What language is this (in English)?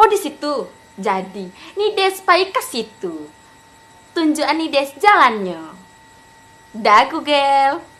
Minangkabau